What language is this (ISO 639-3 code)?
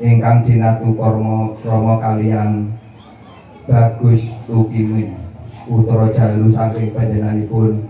jav